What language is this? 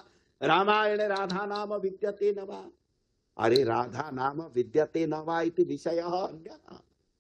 Sanskrit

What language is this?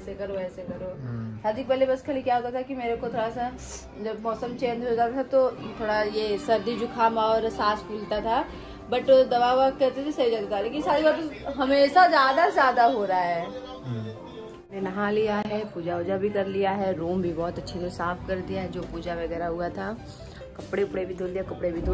Hindi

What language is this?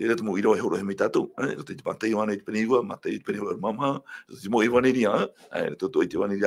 Tahitian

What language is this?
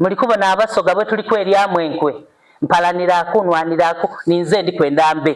Soga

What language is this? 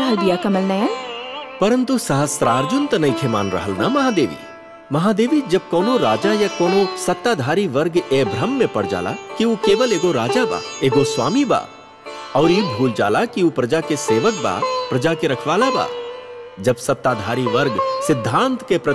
Bhojpuri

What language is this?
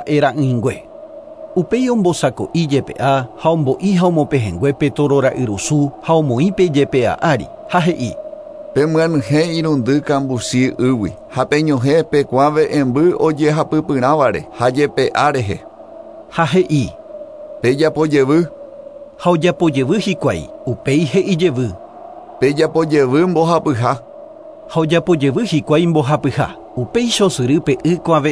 Guarani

